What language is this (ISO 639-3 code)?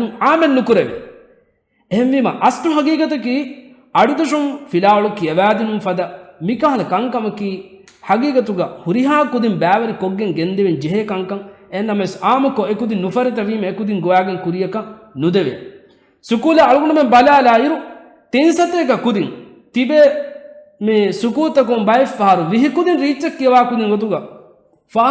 div